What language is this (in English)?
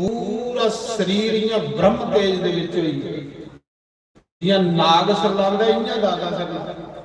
Dogri